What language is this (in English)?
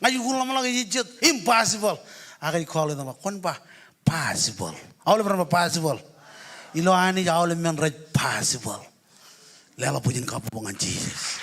Marshallese